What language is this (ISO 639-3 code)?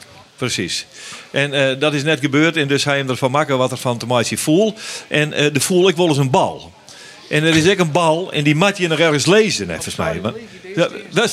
fry